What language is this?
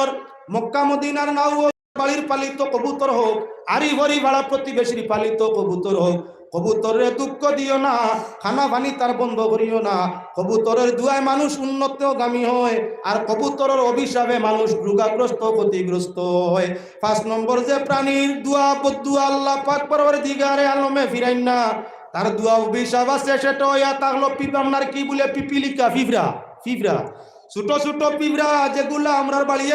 Sylheti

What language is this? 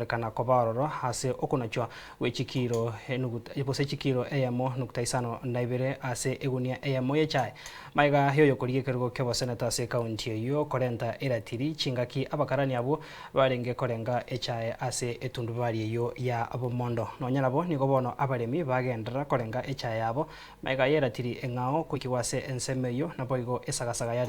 Gusii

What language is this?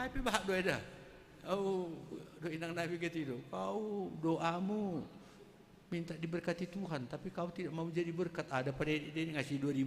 Batak Simalungun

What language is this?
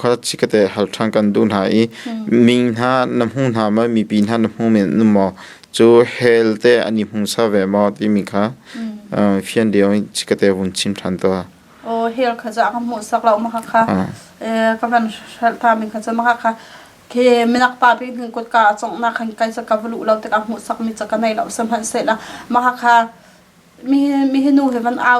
Hakha Chin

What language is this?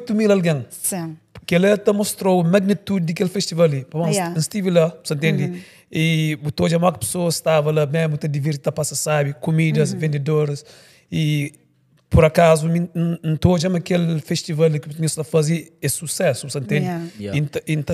Kabuverdianu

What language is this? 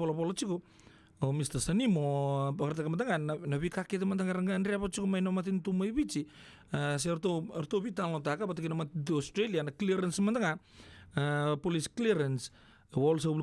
Fijian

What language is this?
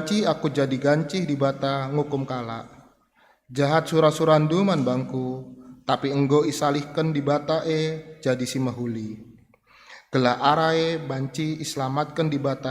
Batak Karo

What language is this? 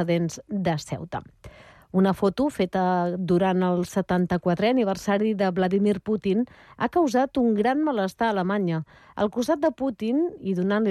Catalan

